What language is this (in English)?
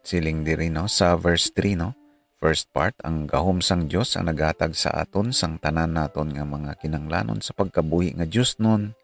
Hiligaynon